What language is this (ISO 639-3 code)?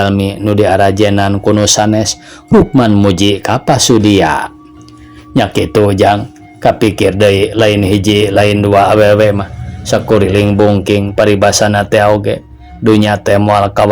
sun